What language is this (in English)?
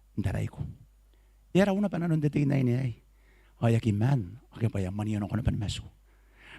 Gilbertese